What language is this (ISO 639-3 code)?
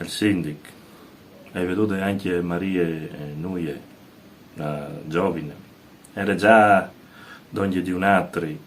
fur